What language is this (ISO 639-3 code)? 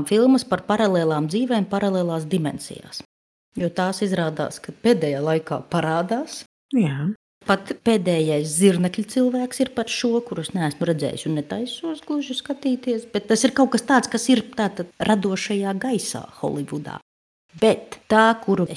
lav